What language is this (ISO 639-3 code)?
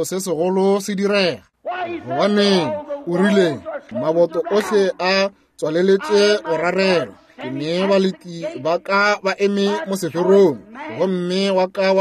nso